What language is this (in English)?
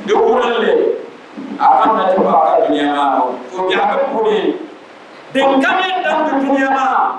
Dagbani